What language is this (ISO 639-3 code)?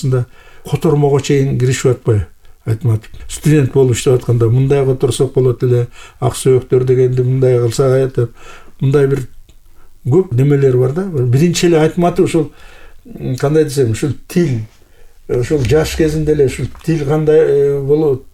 kir